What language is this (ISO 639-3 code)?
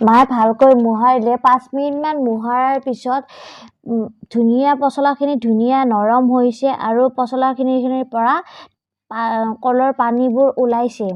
asm